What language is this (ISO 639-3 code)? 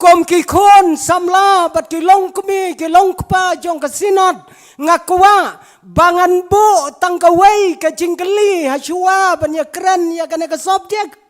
kha